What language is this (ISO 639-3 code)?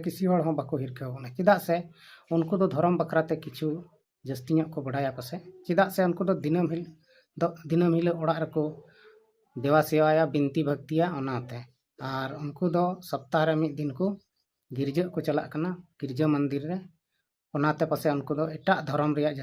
sat